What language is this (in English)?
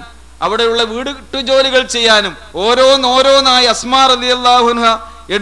Malayalam